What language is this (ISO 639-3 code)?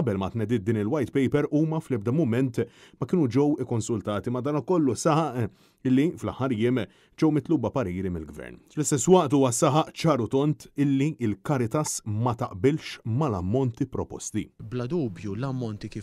mlt